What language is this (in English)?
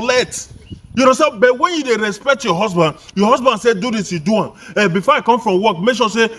Nigerian Pidgin